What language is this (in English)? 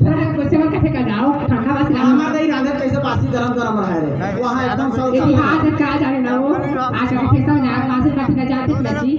Chhattisgarhi